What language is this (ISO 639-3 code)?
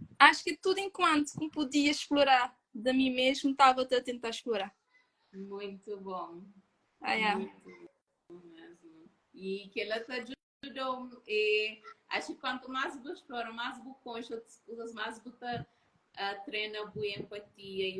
kea